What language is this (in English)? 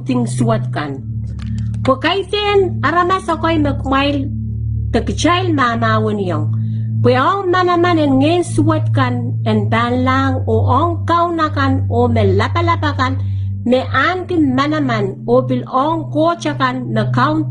Pohnpeian